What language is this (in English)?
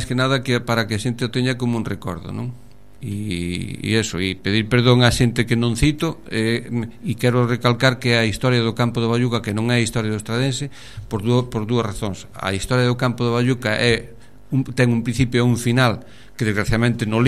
Galician